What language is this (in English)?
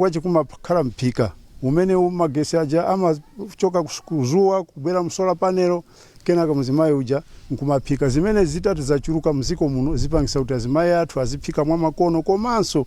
Nyanja